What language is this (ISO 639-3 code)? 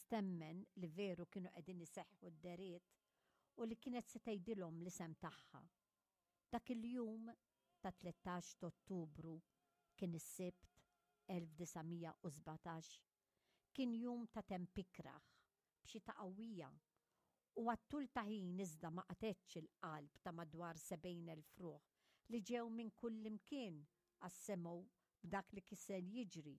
mlt